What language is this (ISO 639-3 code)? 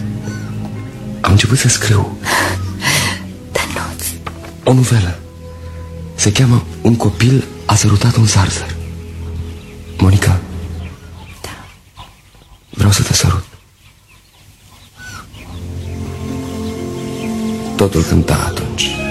ron